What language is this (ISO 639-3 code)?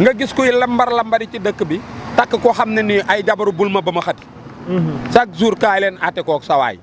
wol